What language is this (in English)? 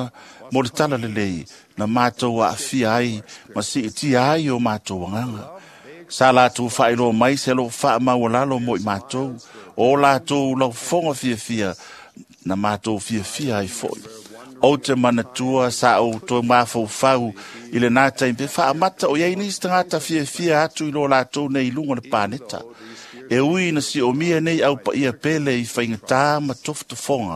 Samoan